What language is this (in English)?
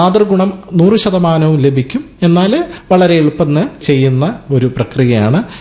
Malayalam